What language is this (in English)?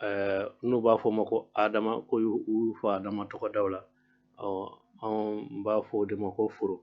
Bambara